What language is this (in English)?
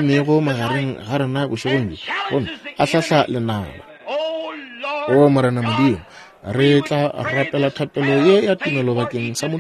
Northern Sotho